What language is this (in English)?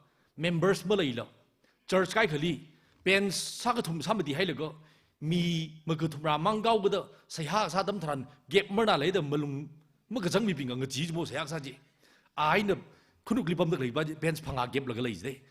Tangkhul Naga (India)